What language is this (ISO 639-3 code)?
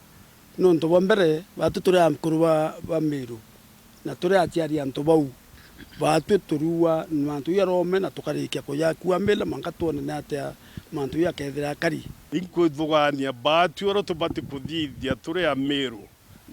mer